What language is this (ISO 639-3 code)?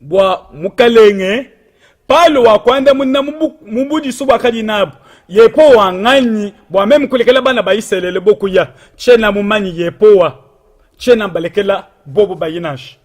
lua